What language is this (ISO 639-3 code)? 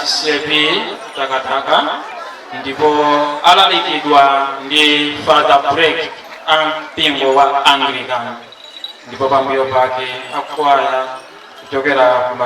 nya